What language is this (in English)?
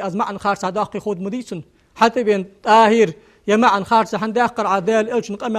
Ingush